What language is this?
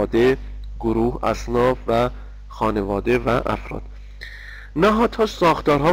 Persian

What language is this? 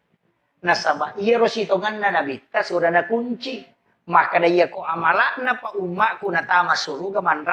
Buginese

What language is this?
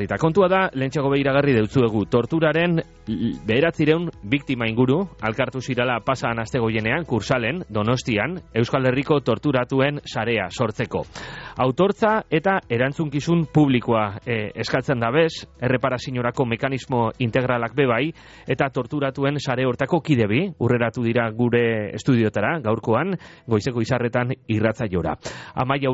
Basque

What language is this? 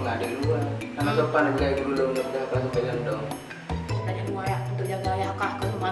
Achinese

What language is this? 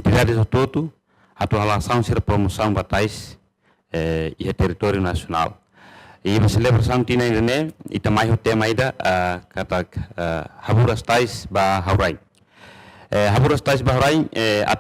Tetum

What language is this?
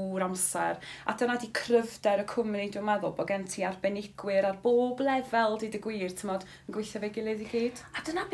Welsh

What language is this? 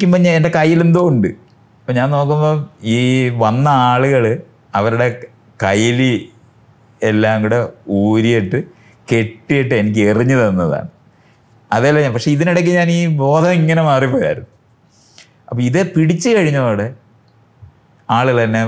Malayalam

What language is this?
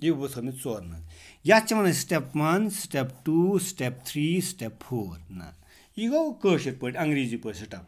Kashmiri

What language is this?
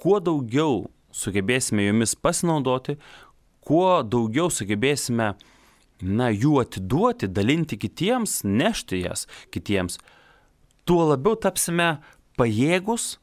Lithuanian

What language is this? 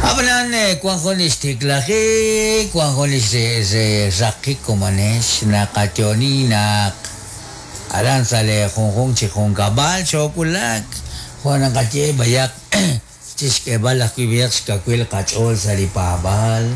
Kekchí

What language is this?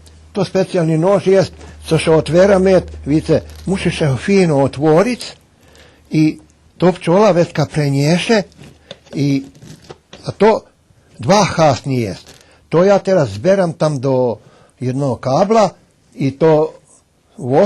Rusyn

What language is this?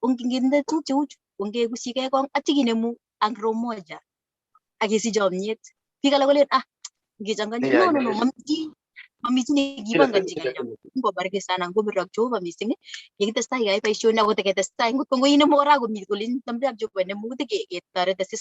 Kalenjin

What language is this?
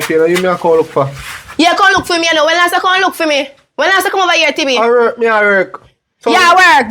Jamaican Creole English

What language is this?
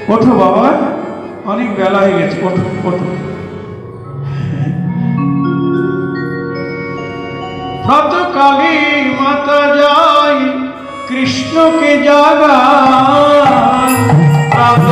Bangla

